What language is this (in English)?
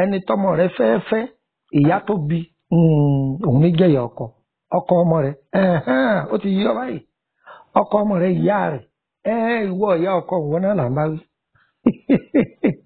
Yoruba